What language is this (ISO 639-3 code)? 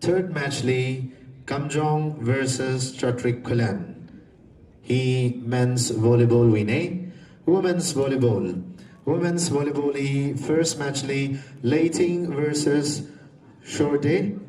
nmf